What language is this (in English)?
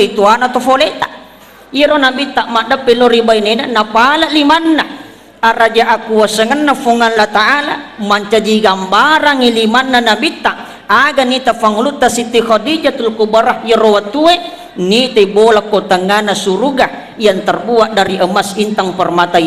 Buginese